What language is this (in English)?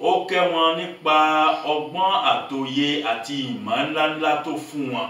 Yoruba